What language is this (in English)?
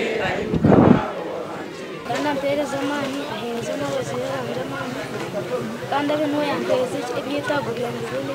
Nyankole